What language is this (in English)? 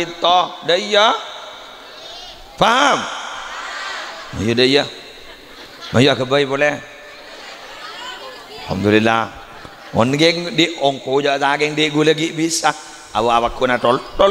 Madurese